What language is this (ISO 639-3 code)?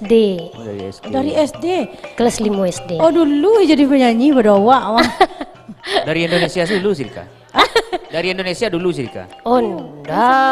min